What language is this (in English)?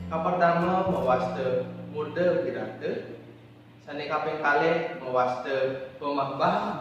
Balinese